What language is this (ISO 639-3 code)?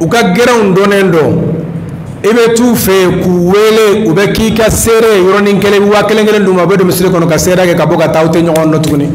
bam